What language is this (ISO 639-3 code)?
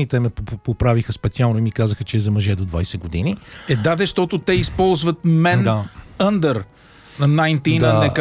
bul